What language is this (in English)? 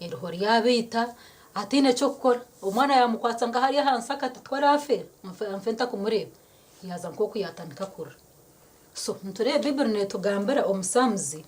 Nyankole